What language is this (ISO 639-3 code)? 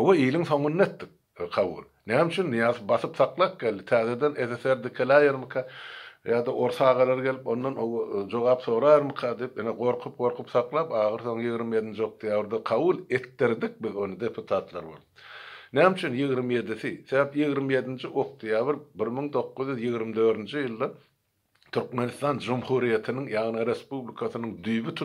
tuk